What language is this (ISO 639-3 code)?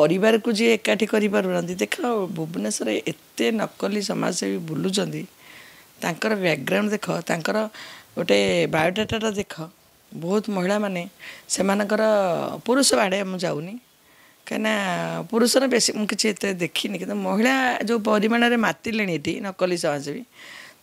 ori